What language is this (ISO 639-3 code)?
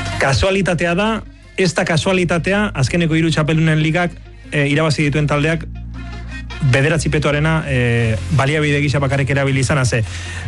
eus